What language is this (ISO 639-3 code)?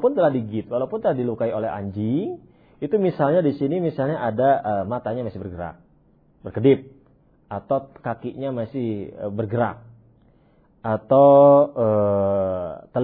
ind